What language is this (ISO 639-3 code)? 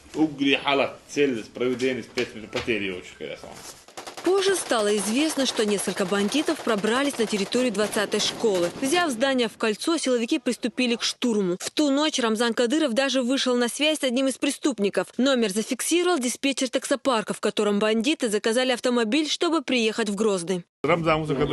che